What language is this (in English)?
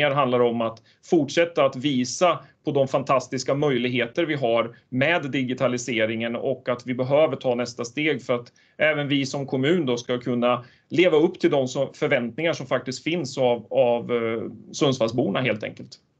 Swedish